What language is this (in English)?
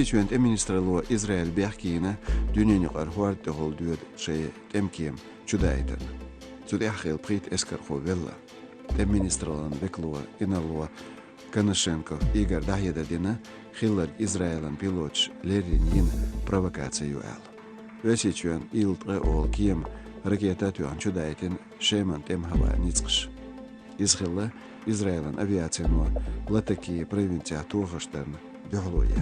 Chechen